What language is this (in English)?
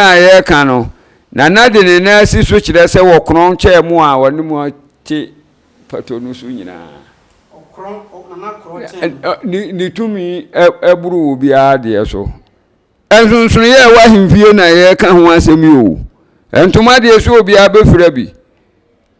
Akan